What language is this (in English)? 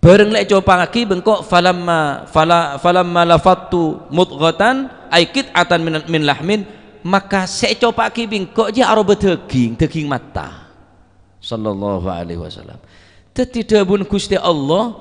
Madurese